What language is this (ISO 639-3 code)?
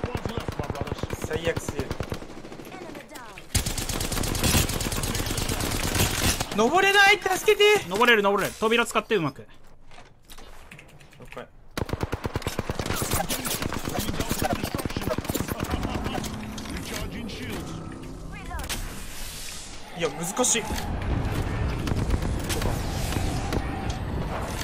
jpn